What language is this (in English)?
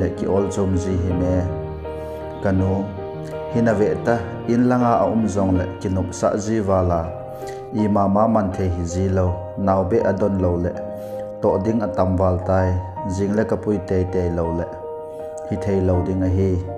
Thado Chin